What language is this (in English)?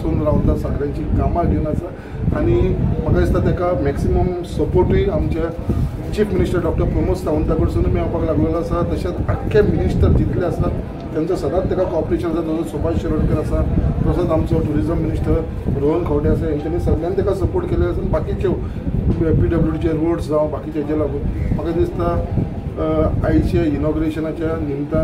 Konkani